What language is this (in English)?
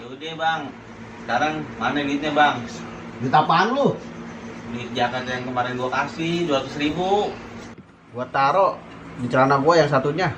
Betawi